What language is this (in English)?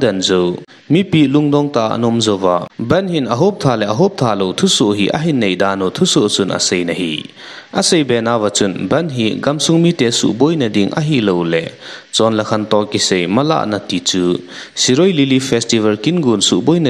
Thado Chin